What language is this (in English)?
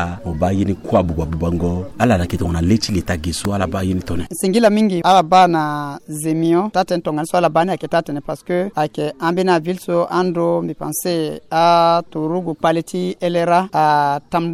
Sango